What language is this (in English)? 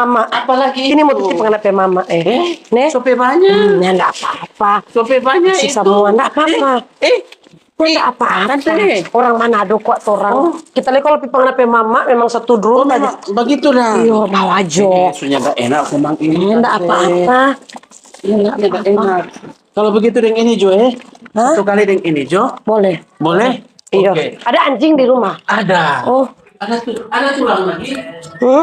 Manado Malay